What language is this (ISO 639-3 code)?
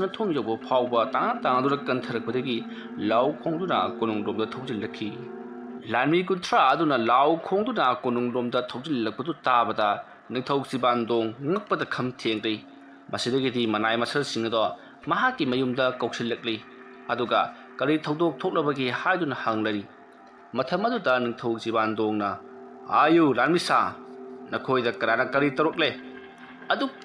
mni